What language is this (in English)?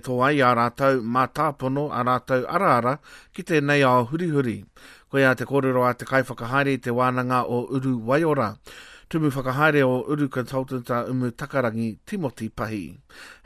Māori